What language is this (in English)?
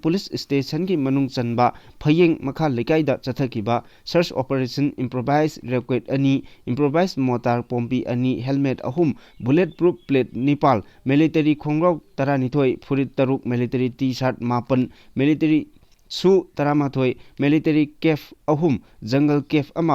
Manipuri